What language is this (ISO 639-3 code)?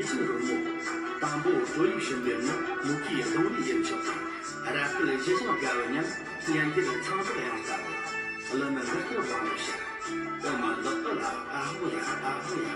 bod